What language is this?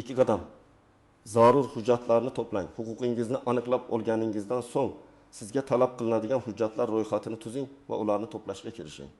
Uzbek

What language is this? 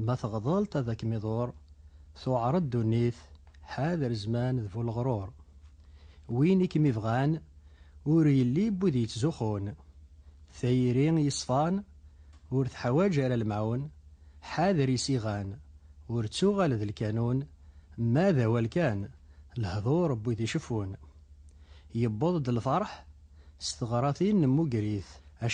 Kabyle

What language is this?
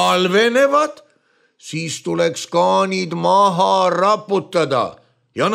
Estonian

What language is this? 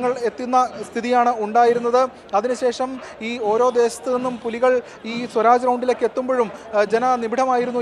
Malayalam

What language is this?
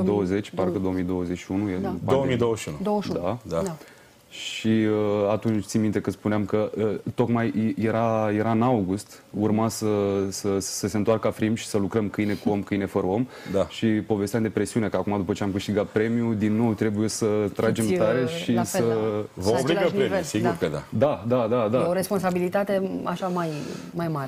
Romanian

